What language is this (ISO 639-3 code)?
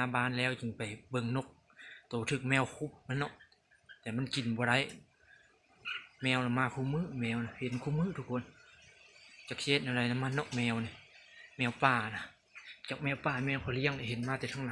lao